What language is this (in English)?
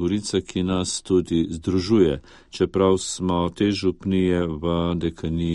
Slovenian